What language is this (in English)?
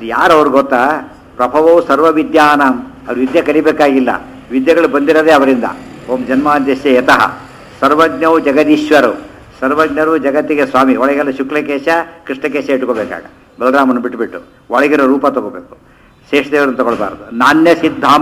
Kannada